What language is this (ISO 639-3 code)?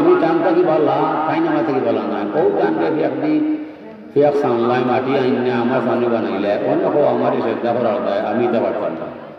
syl